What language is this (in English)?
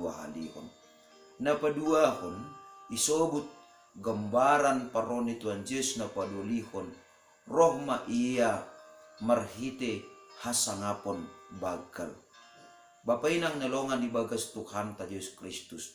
Batak Simalungun